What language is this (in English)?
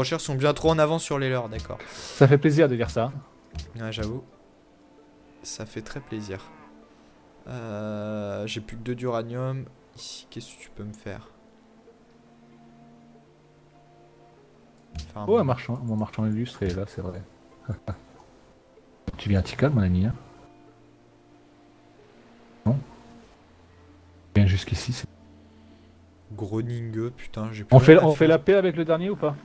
French